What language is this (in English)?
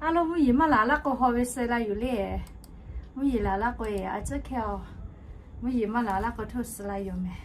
Lahu